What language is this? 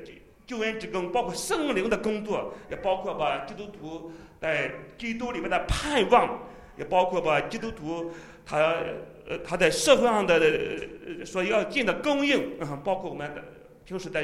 Chinese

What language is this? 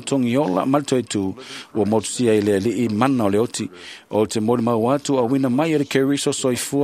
Samoan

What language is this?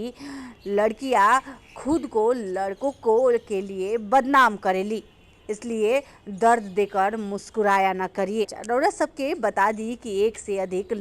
Bhojpuri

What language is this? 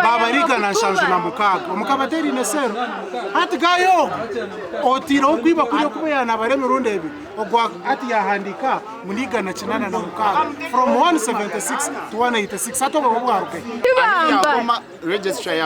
Nyankole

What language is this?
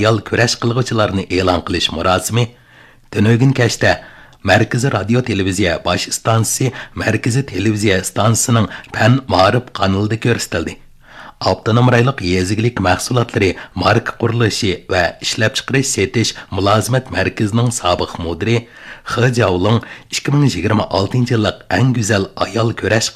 Uyghur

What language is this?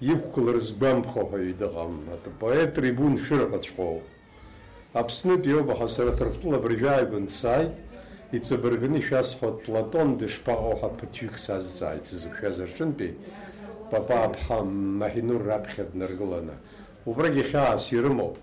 Abkhazian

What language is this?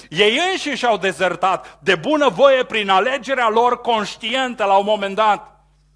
Romanian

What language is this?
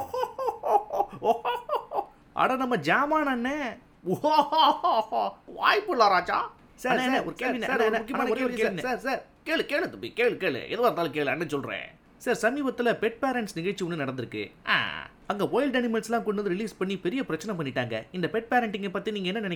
Tamil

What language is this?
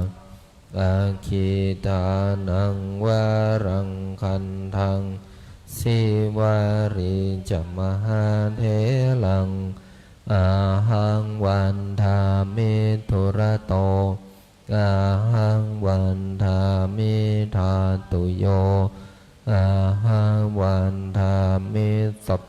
Pali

